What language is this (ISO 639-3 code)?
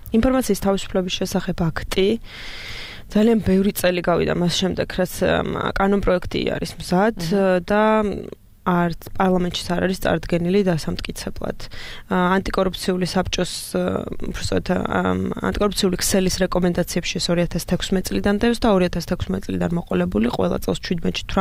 kat